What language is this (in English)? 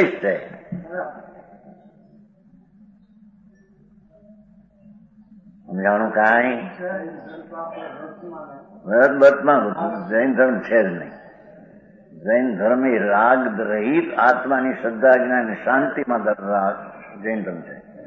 Gujarati